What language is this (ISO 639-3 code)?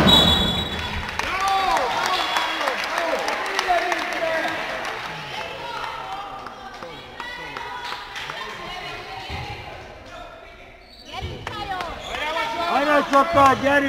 hun